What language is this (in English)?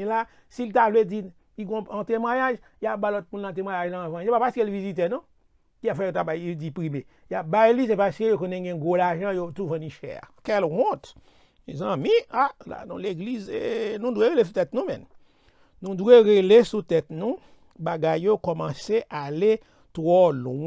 Haitian Creole